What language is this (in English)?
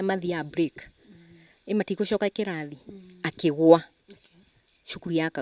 Kikuyu